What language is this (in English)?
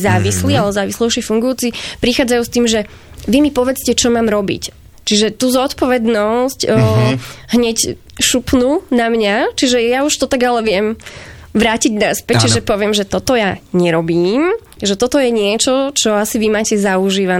Slovak